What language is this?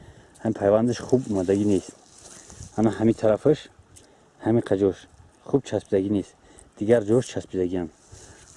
Tajik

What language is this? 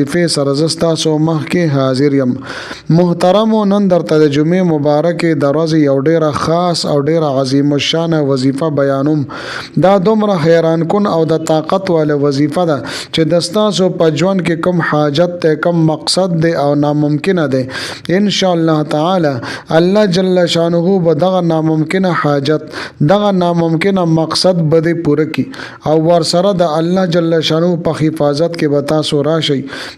Pashto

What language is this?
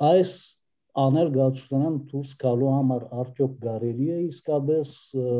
Armenian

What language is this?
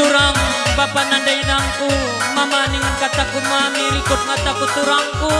Batak Karo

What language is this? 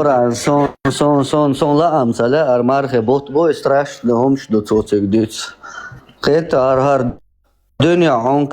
Chechen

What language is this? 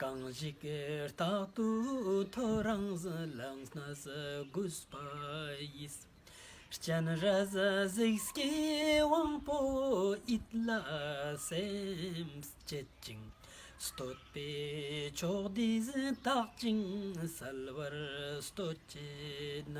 Ladakhi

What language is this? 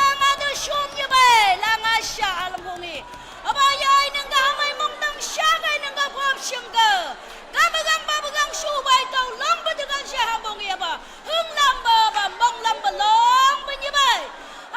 Naga Pidgin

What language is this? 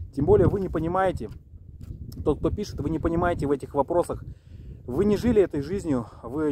Russian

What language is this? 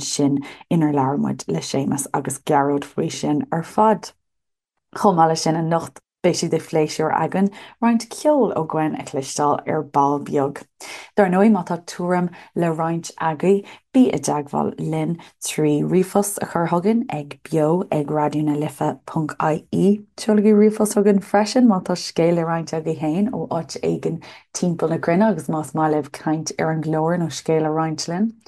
Irish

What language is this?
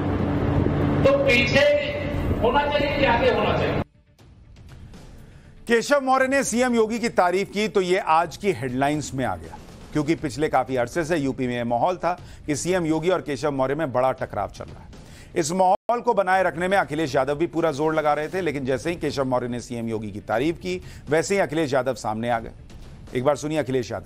Hindi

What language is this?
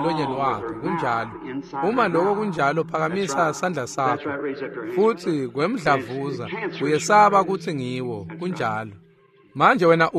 Swati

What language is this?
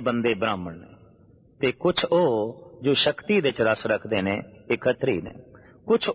Punjabi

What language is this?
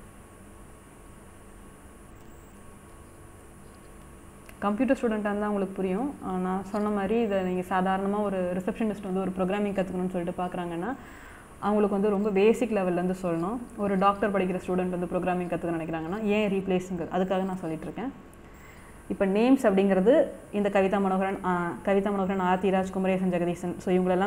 Tamil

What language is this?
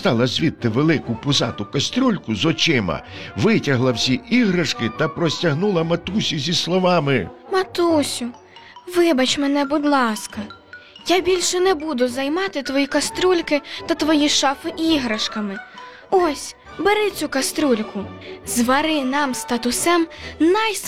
Ukrainian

